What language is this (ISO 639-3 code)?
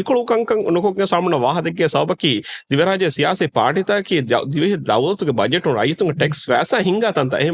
div